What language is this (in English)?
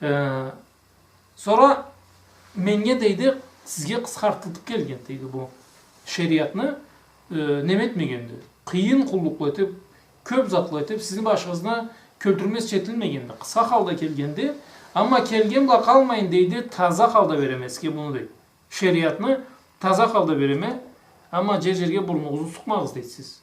Karachay-Balkar